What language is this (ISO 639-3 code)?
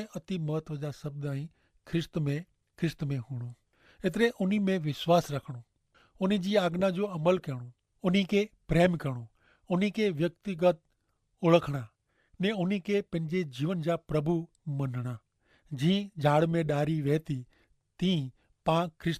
kfr